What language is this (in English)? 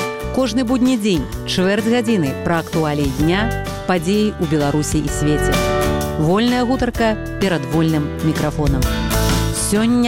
Belarusian